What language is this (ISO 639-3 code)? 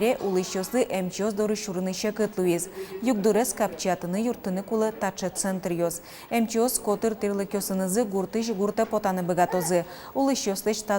udm